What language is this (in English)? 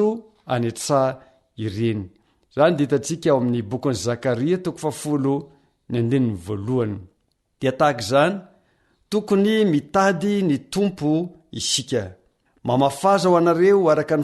Malagasy